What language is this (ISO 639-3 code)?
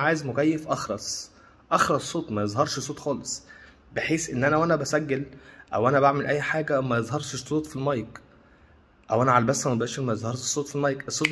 arz